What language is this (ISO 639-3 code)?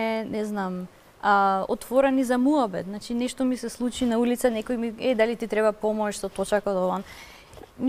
mkd